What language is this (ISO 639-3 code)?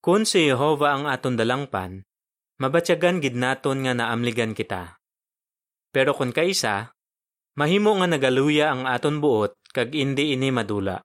hil